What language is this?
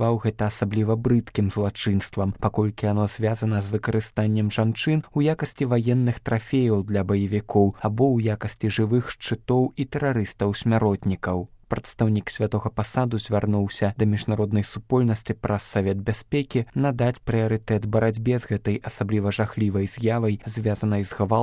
Belarusian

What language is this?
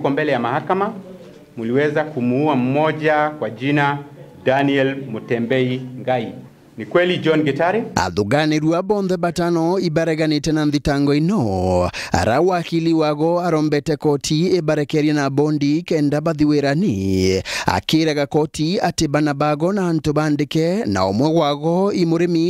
Meru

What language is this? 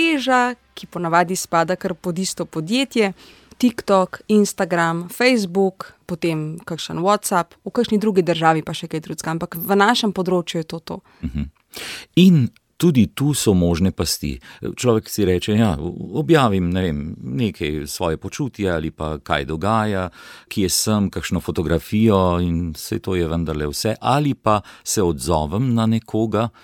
Slovenian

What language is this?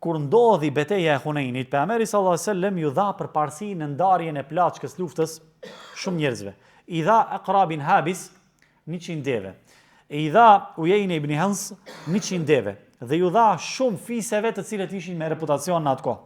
Albanian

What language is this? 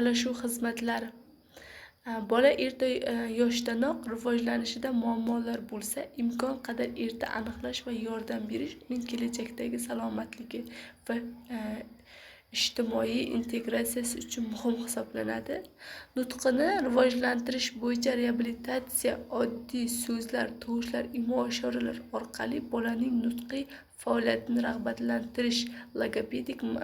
Uzbek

